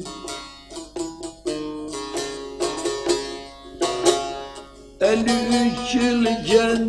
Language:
Turkish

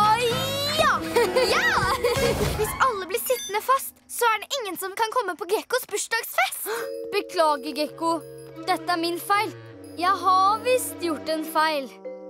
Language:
Norwegian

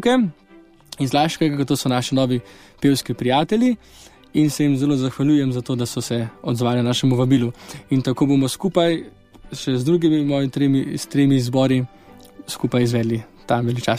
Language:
Slovenian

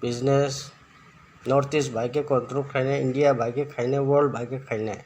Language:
Kok Borok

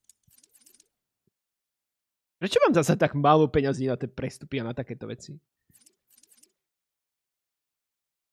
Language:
Slovak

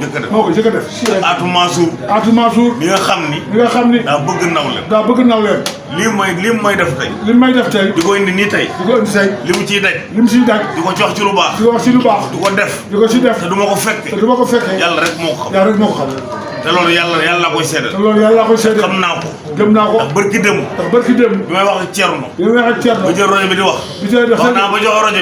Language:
Wolof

